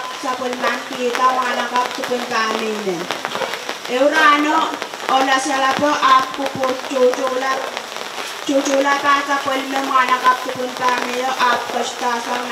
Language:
Pohnpeian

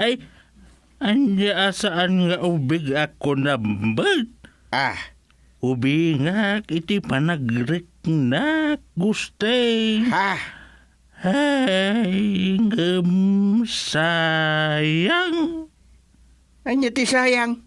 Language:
Iloko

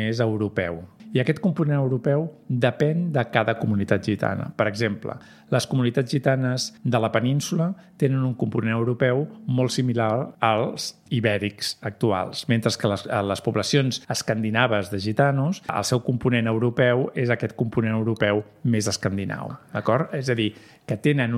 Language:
Catalan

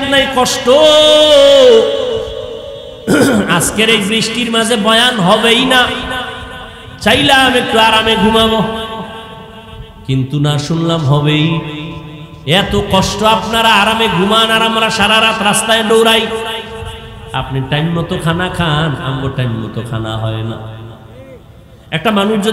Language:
Bangla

